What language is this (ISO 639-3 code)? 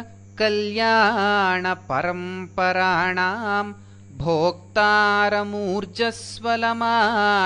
san